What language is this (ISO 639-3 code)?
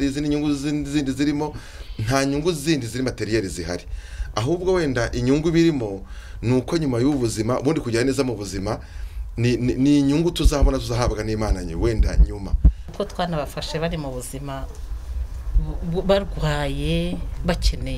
kin